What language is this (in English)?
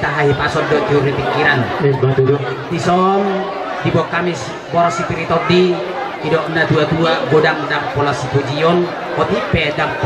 Batak Toba